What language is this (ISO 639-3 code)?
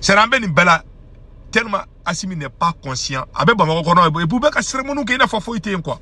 bam